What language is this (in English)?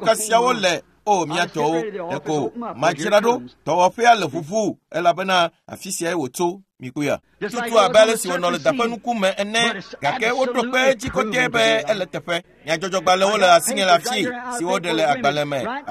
Ewe